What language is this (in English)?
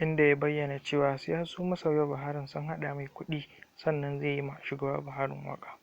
Hausa